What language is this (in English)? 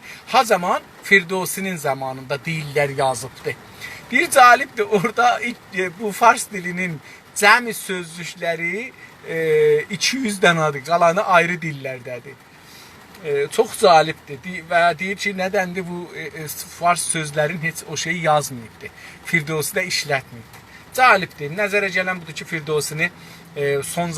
South Azerbaijani